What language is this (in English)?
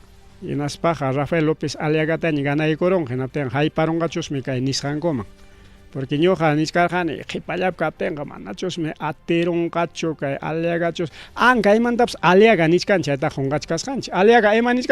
Ayacucho Quechua